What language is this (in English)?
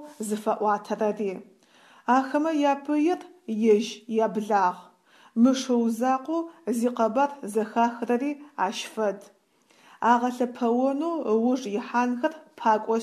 Adyghe